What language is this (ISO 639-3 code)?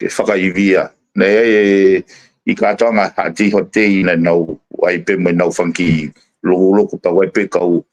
ton